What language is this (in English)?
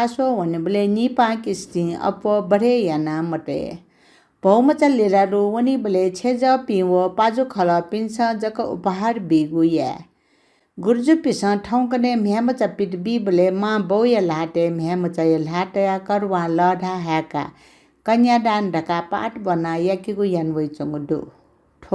Newari